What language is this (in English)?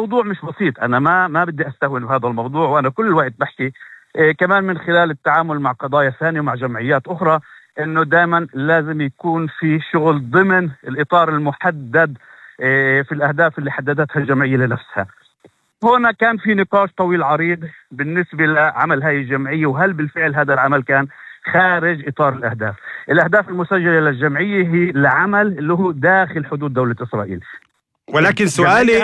North Levantine Arabic